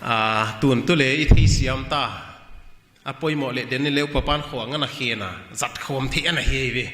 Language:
Paite Chin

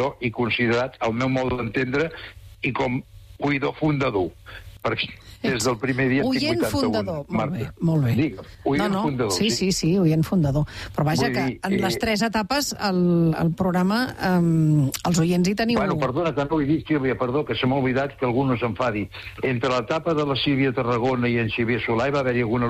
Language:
Catalan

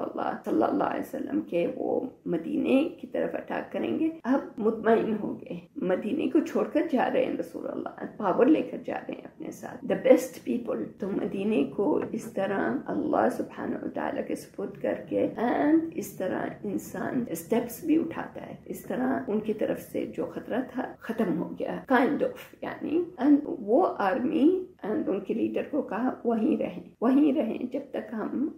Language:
Urdu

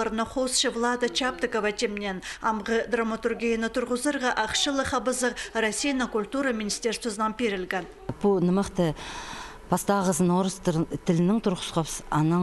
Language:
Khakas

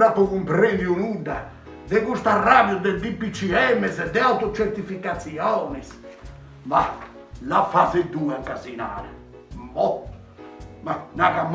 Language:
Sardinian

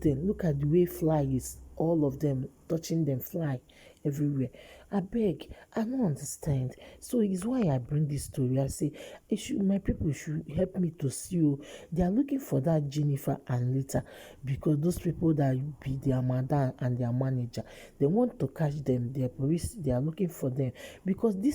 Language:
Nigerian Pidgin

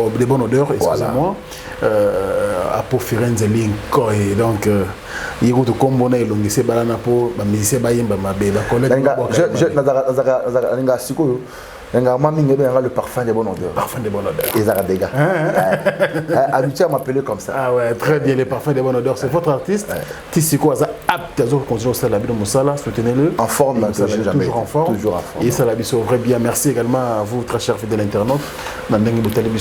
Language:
Lingala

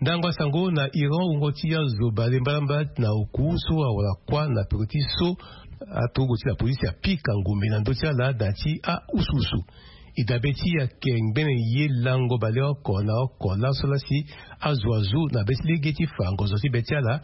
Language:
Sango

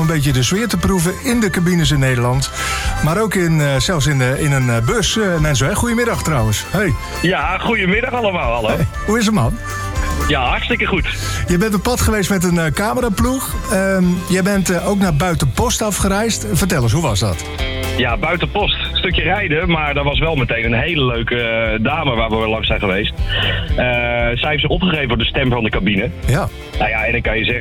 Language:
Dutch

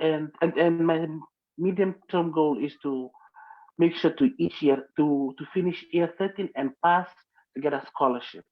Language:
Fijian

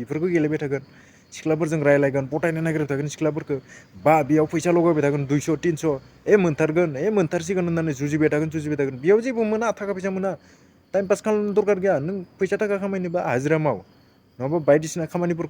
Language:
Bodo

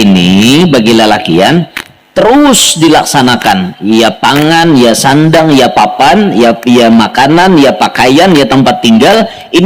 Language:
Banjar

